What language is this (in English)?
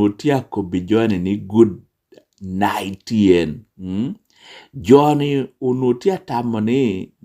Lango (Uganda)